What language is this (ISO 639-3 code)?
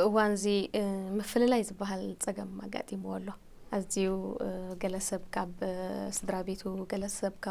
tir